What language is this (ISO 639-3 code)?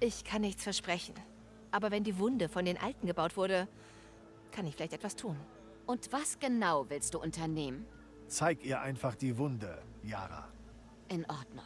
bar